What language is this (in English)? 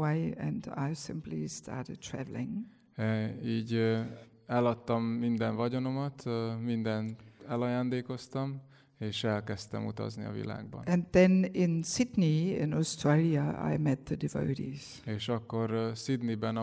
Hungarian